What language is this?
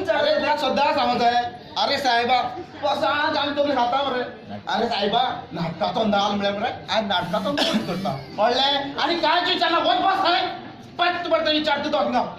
Konkani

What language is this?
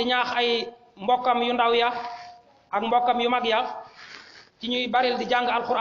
Wolof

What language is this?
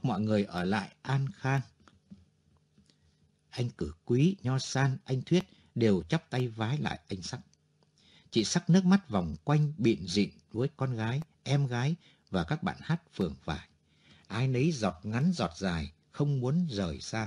Vietnamese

